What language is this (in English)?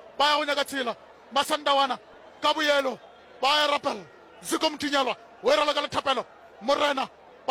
Northern Sotho